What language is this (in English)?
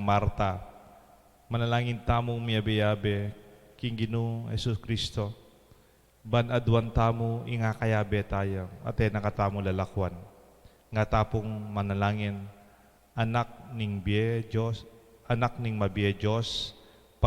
Pampanga